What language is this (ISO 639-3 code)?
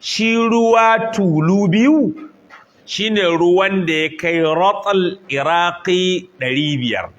hau